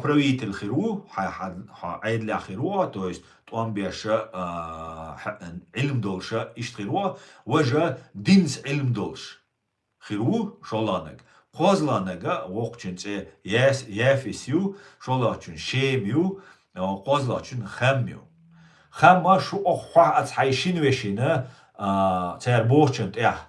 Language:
Chechen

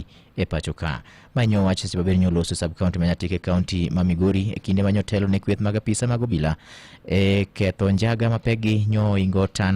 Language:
Luo (Kenya and Tanzania)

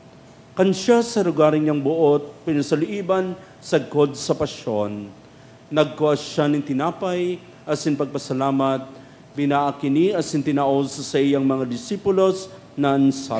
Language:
Bikol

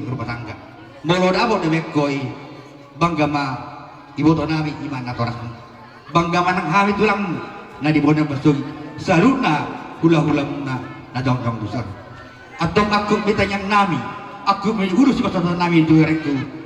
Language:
Batak Toba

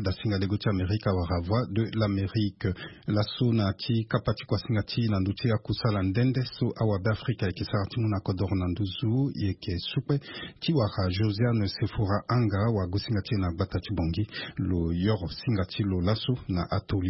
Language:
Sango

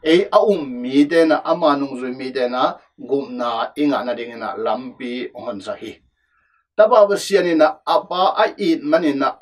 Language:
Tedim Chin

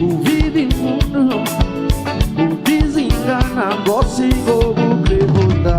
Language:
Kabuverdianu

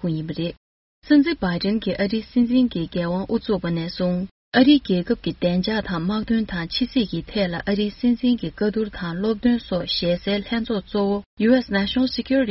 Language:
Tibetan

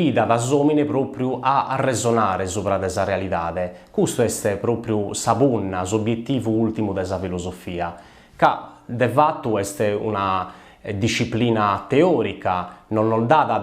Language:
Sardinian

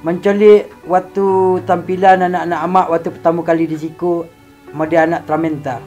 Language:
Minangkabau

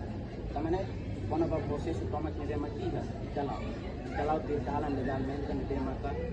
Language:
Tetum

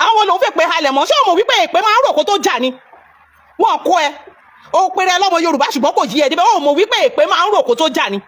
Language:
Yoruba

